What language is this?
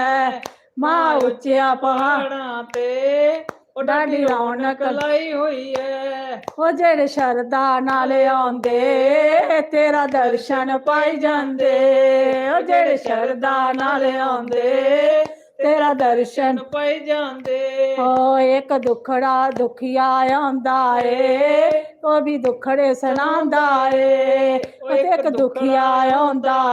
Dogri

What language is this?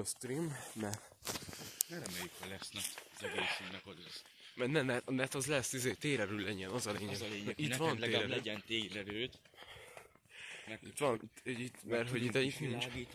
Hungarian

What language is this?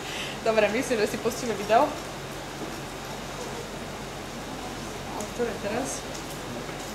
Slovak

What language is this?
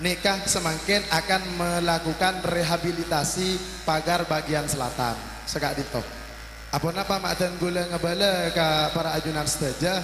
Madurese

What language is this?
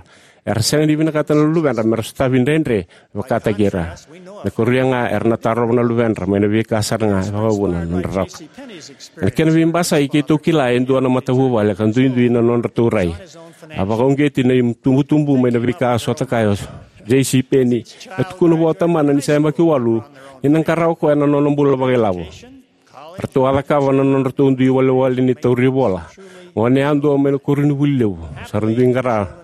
Fijian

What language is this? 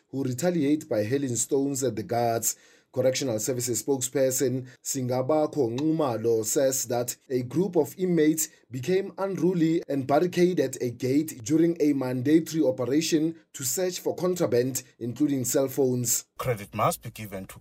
English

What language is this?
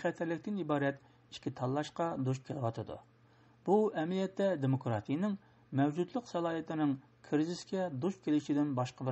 Uyghur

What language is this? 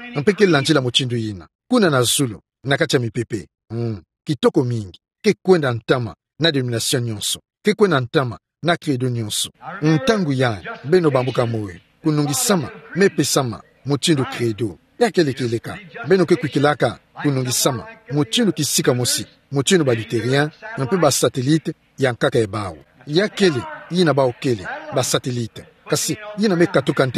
Kituba (Democratic Republic of Congo)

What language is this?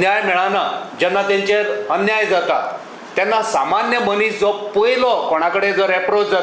Konkani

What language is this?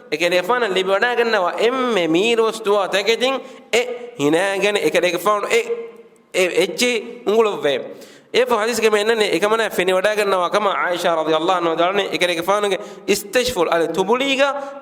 Divehi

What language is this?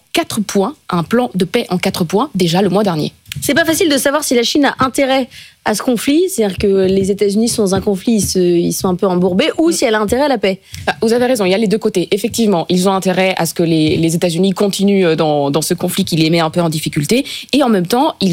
French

